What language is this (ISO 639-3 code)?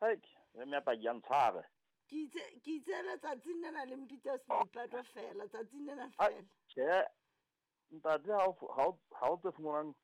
sot